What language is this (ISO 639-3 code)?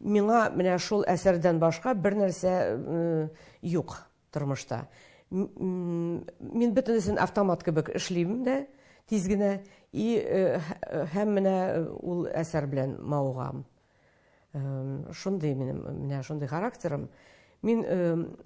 tat